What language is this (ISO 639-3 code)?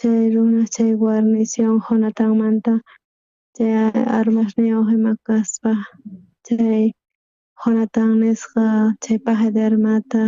quh